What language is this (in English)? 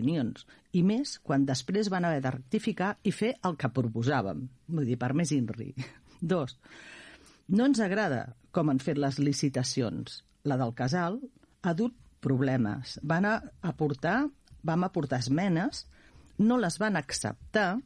Catalan